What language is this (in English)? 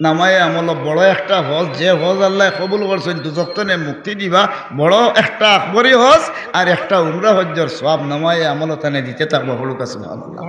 Sylheti